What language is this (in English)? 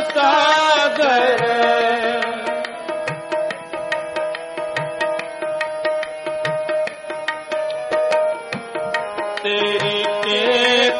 Hindi